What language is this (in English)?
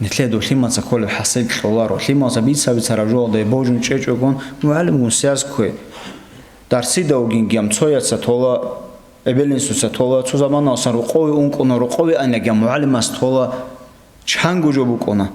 Avaric